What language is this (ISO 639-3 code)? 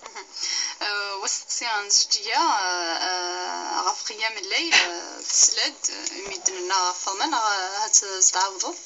kab